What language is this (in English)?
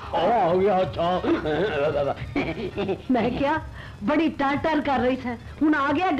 Punjabi